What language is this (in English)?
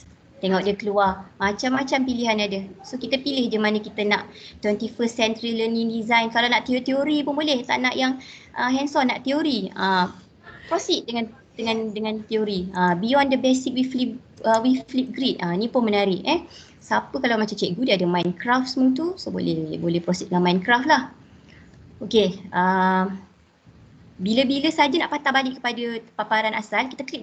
Malay